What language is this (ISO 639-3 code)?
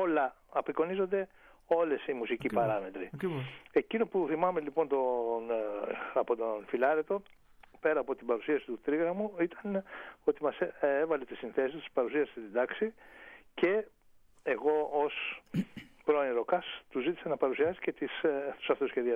ell